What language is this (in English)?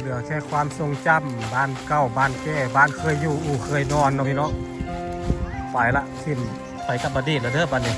Lao